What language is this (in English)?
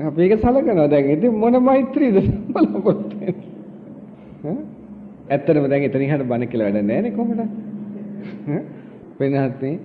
Sinhala